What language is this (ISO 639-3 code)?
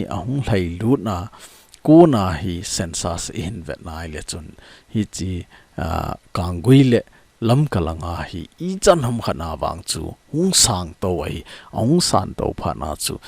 tcz